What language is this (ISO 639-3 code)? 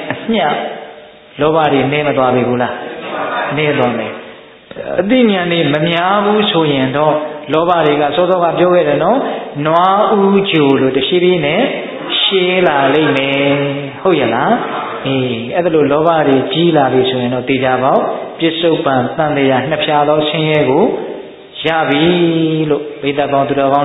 mya